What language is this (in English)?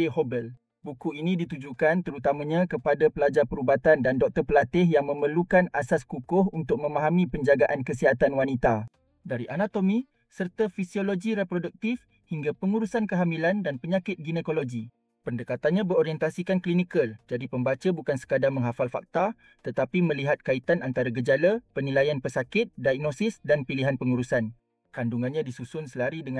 Malay